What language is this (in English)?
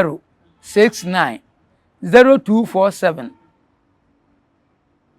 Akan